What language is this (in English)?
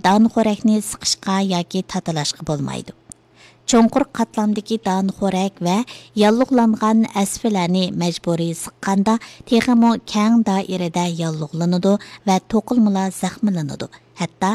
Uyghur